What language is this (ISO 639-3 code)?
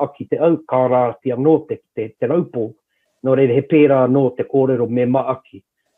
mri